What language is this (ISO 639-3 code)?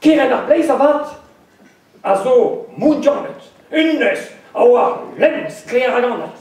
bre